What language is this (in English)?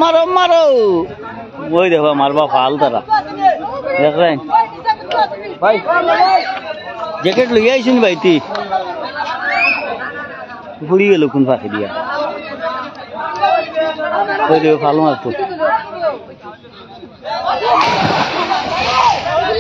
Bangla